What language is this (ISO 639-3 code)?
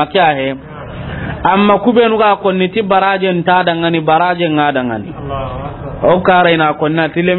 snk